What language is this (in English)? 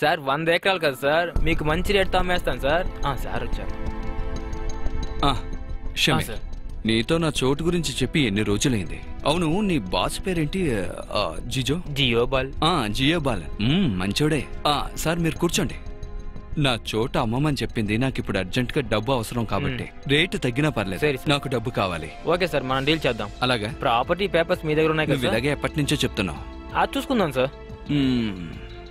Telugu